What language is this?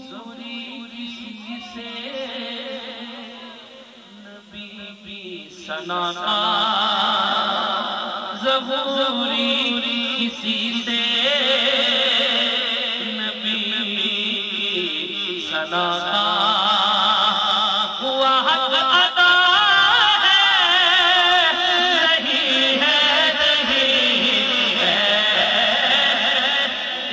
Urdu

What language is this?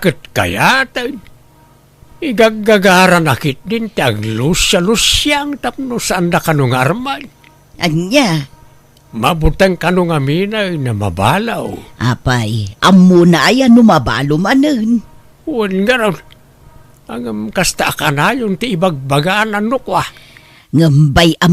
Iloko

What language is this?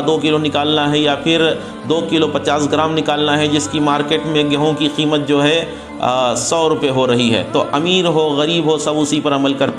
Urdu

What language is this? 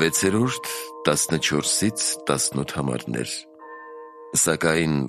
Armenian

